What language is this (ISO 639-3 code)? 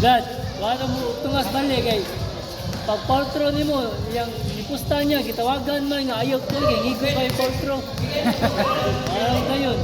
ceb